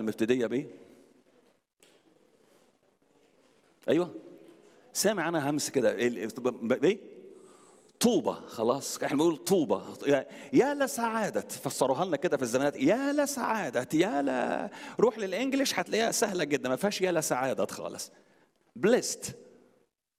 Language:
Egyptian Arabic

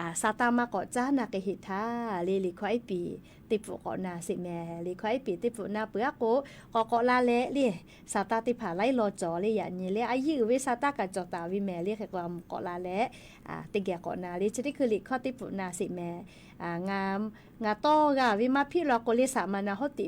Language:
Lahu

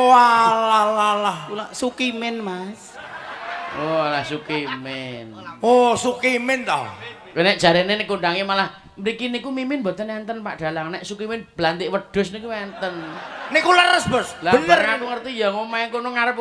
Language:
Javanese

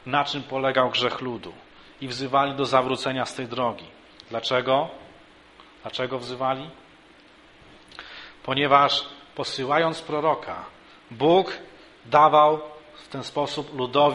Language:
Polish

